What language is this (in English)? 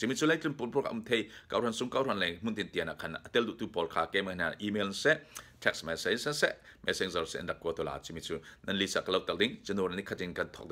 Falam Chin